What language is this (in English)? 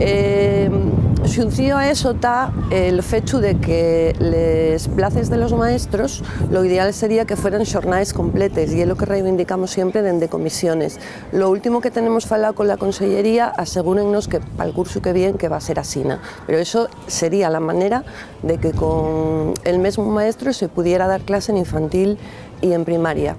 Asturian